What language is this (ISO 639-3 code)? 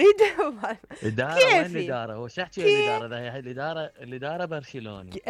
acm